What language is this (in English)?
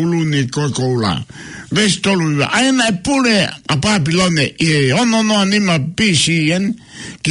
Tongan